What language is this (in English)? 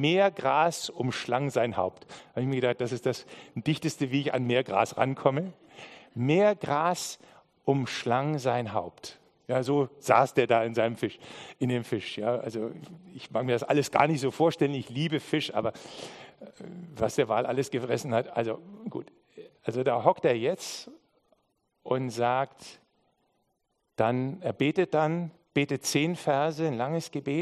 German